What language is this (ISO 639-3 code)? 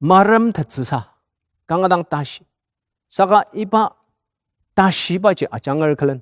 njo